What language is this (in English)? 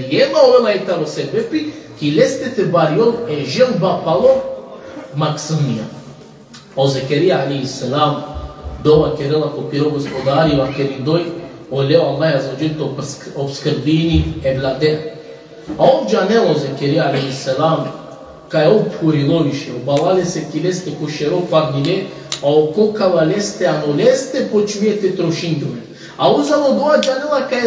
Balkan Romani